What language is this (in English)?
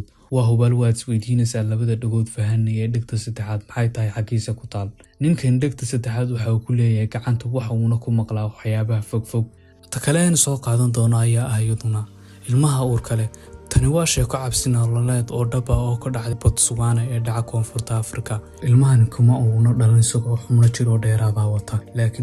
Somali